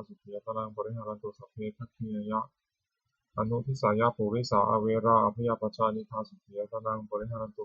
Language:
Pali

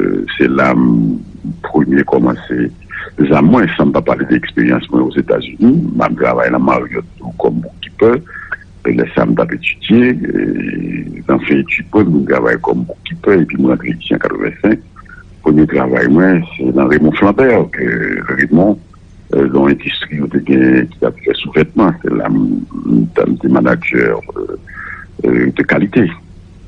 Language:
Haitian Creole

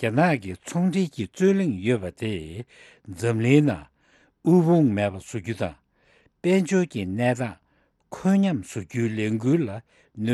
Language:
Tibetan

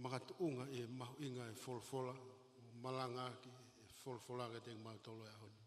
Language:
Tongan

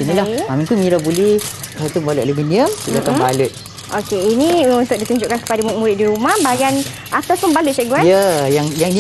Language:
Malay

